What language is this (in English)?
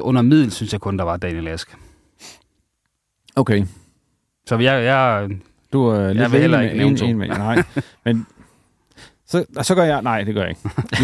Danish